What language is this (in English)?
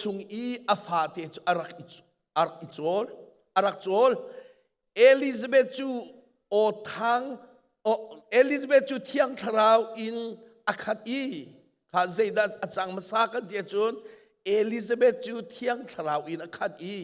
Hakha Chin